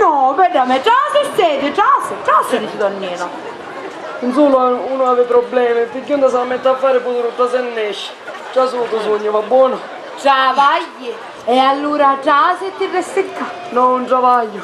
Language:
Sicilian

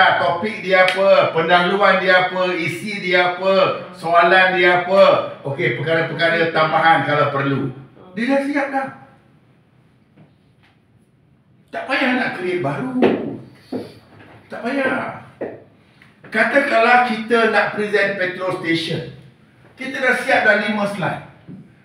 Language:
Malay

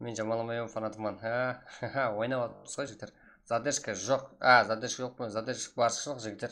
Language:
Kara-Kalpak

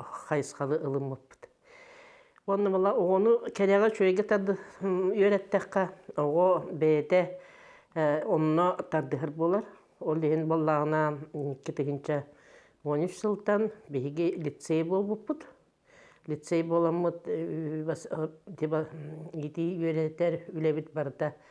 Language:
Yakut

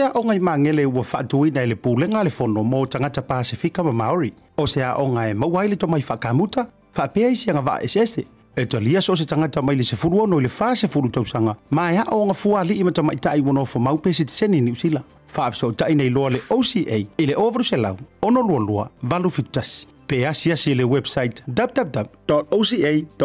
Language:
Samoan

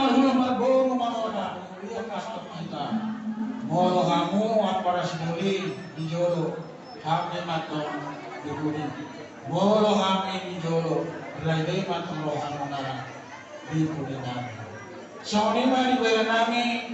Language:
Batak Toba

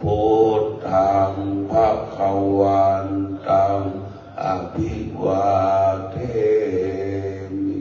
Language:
Pali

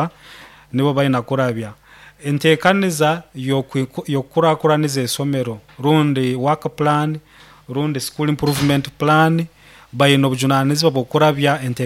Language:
Nyankole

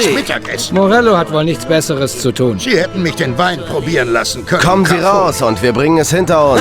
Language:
Bavarian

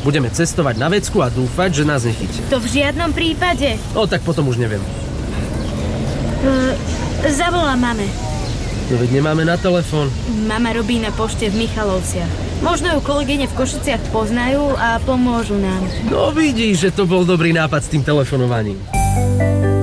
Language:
Slovak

